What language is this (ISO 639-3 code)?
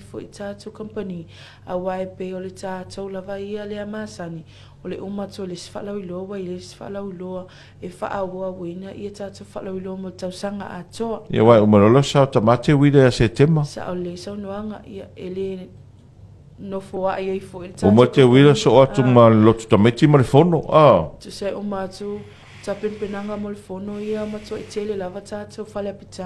smo